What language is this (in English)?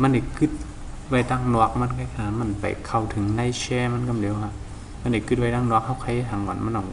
Shan